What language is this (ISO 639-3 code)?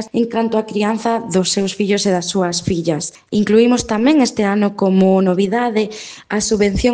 glg